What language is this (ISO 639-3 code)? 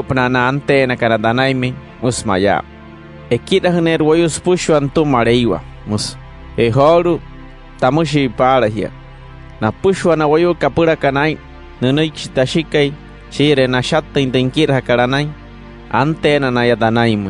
guc